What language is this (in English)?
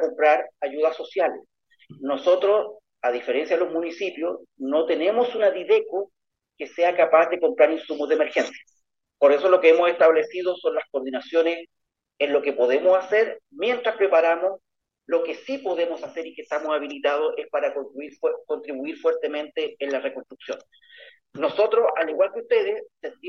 Spanish